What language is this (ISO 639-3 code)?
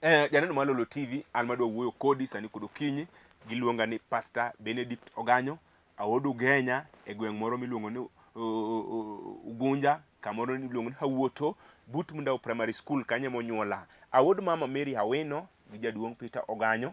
luo